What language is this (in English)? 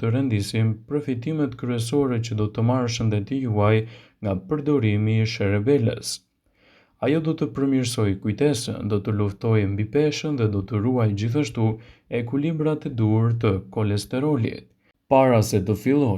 Albanian